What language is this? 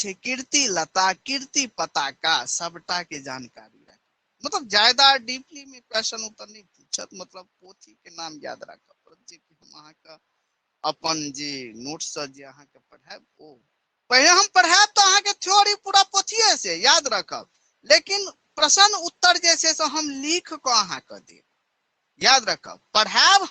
Maithili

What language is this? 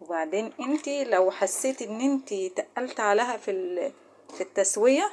Egyptian Arabic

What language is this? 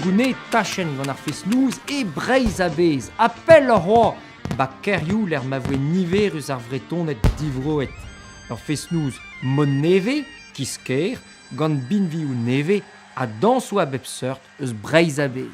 Breton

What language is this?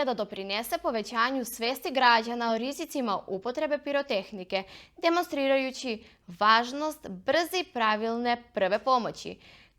Macedonian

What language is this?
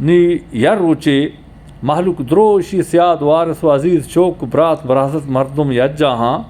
Eastern Balochi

